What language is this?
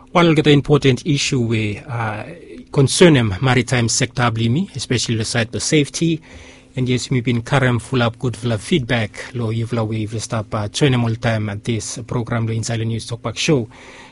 Bislama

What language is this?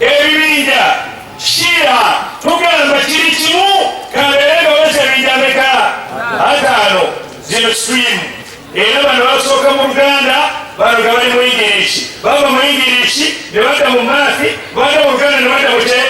Ganda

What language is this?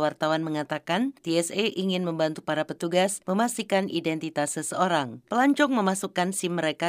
Indonesian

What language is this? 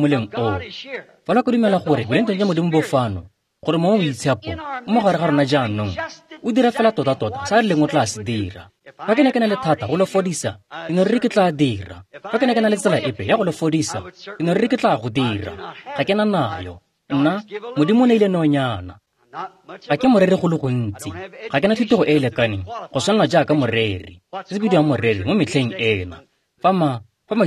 Tswana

